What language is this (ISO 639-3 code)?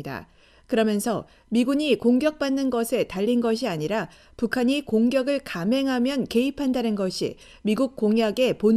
kor